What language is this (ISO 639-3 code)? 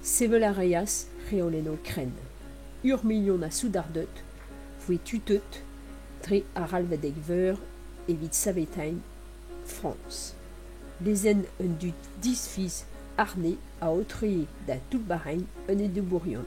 bre